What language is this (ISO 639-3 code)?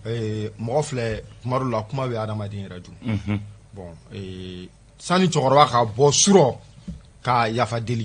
bam